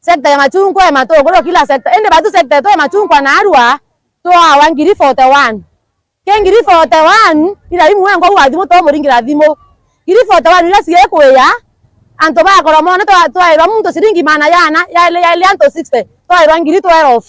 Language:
Meru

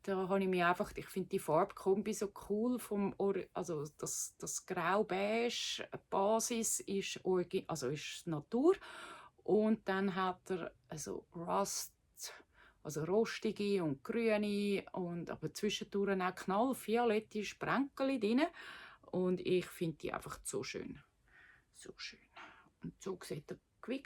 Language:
Swiss German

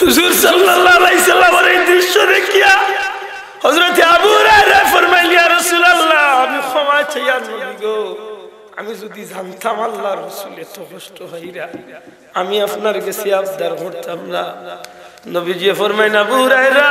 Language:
Sylheti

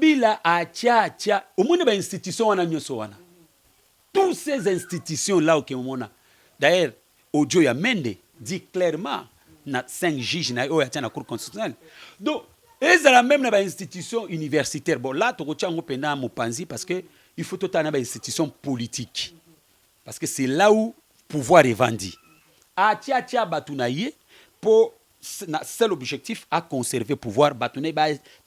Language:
Lingala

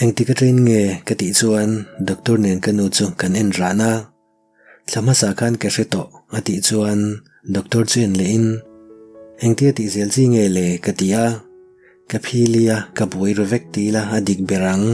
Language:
Mizo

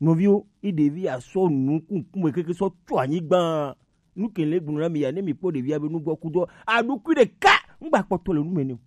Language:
Gen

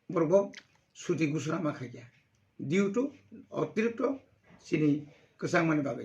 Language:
Kok Borok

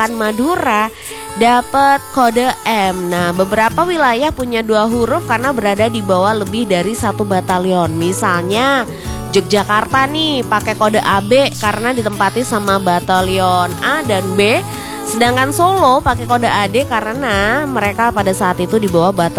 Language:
Indonesian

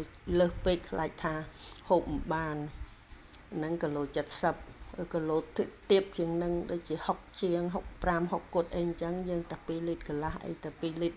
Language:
Khmer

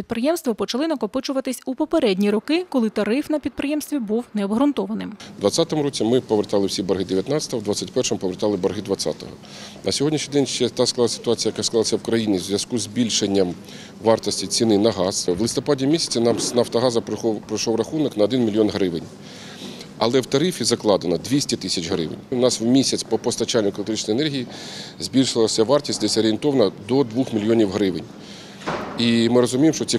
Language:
Ukrainian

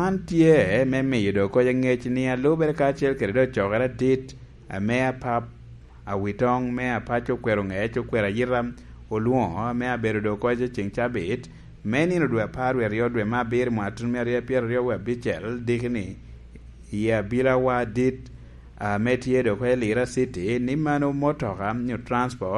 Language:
Lango (Uganda)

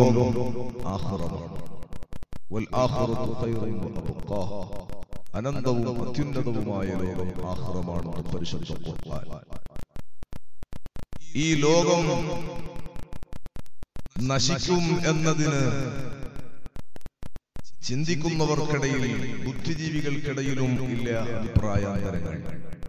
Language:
Malayalam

